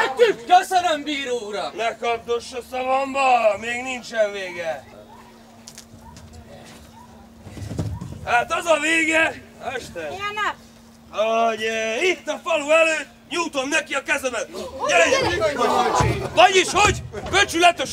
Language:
Hungarian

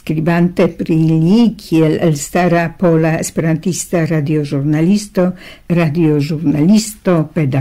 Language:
Esperanto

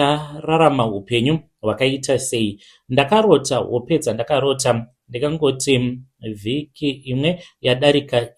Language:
Shona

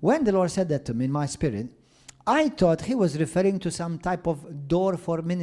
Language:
English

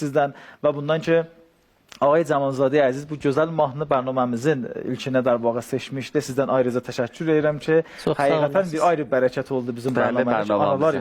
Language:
South Azerbaijani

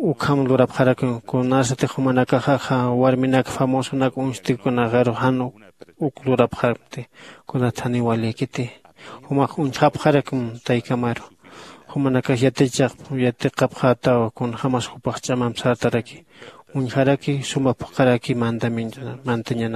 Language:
Aymara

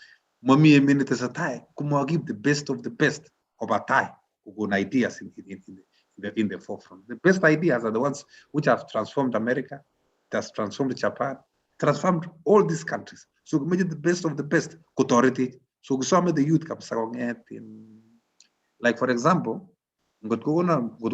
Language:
Kalenjin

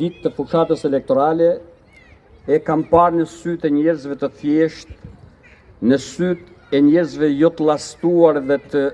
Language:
Albanian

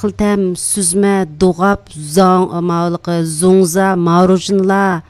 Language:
Uyghur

